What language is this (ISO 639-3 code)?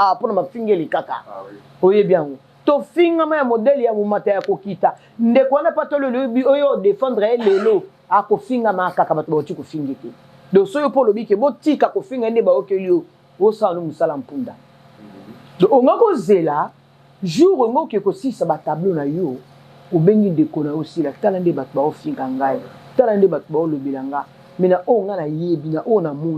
lin